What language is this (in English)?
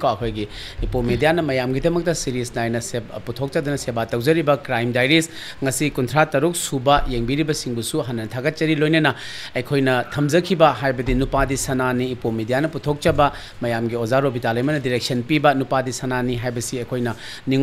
Manipuri